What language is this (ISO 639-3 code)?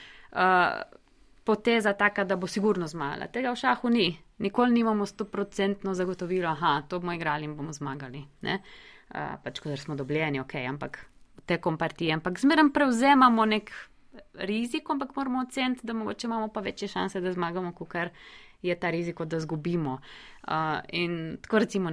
slv